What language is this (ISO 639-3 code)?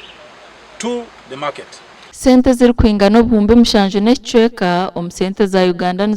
nyn